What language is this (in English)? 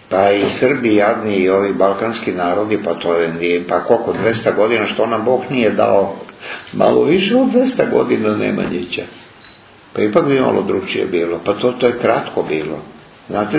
Serbian